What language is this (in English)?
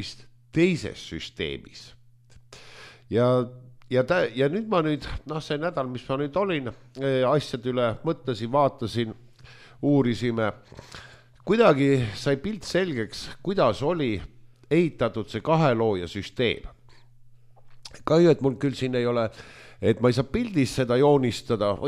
Estonian